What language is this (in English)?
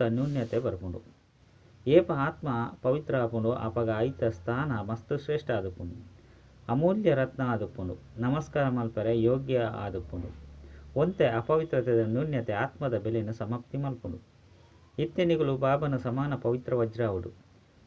Tulu